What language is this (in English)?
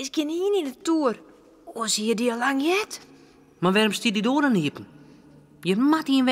Western Frisian